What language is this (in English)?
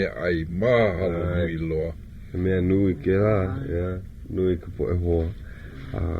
Hawaiian